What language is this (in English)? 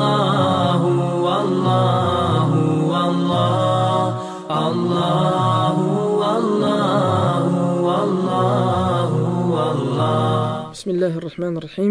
Bosnian